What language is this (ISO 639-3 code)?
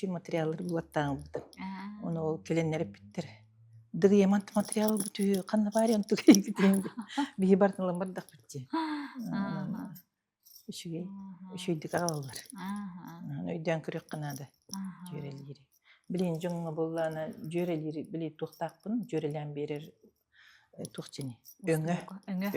sah